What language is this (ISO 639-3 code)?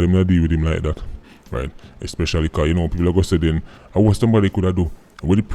jam